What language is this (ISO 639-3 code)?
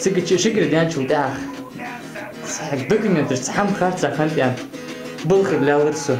inh